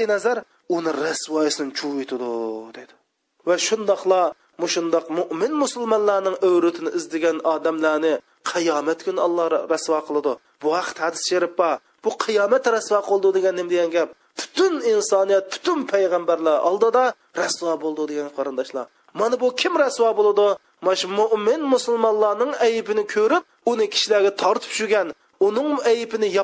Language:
Uyghur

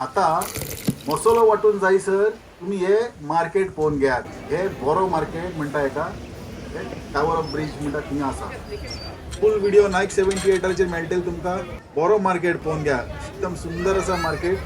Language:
Konkani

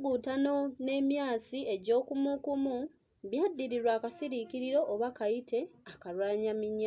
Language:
Ganda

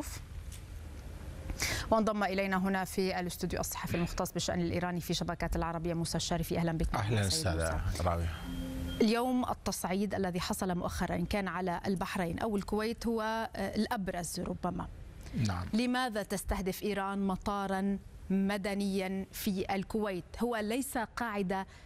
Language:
Arabic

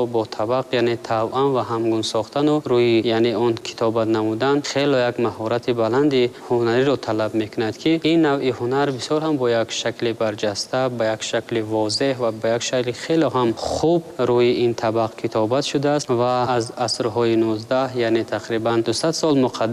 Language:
Tajik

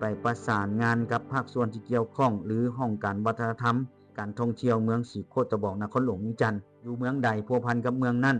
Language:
Lao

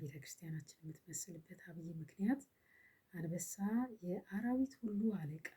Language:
Amharic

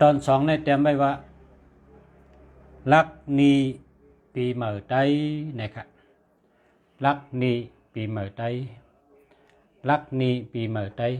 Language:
Shan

